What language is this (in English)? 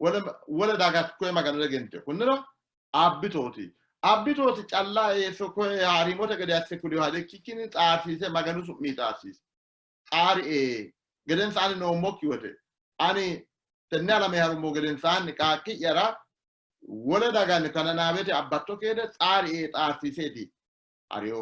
Sidamo